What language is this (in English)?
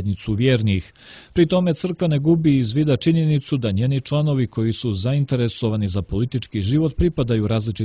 Serbian